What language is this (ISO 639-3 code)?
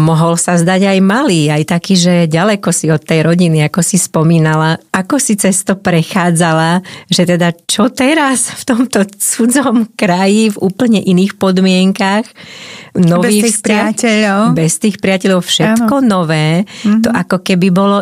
slk